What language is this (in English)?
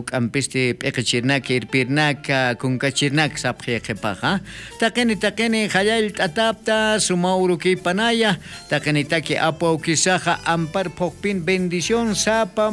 Aymara